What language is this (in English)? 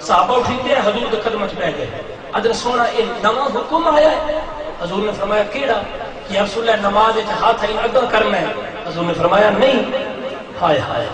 Saraiki